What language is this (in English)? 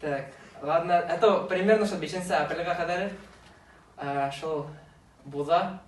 Bashkir